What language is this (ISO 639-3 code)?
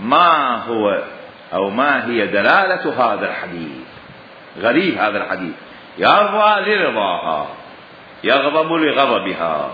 acm